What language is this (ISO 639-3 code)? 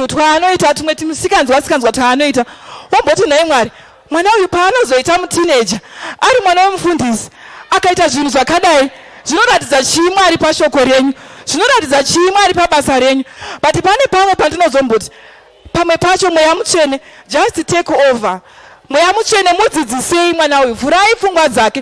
sna